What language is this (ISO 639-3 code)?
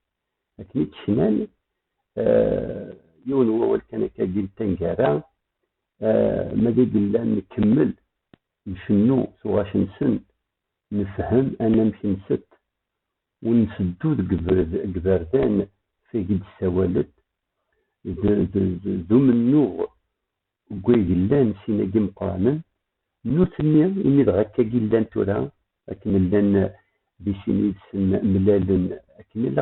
kab